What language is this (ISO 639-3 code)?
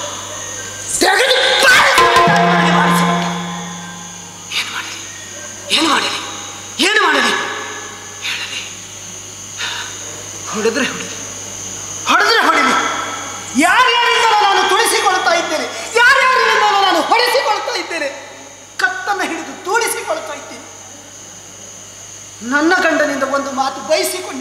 kan